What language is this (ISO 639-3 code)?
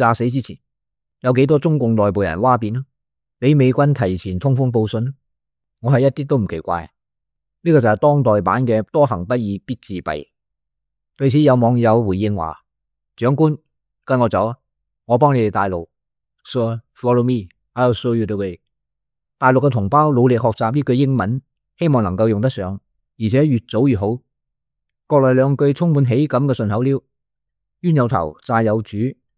yue